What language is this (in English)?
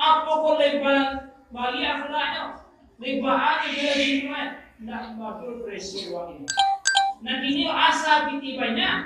Minangkabau